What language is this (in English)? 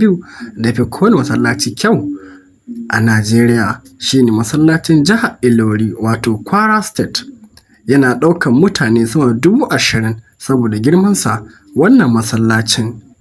Hausa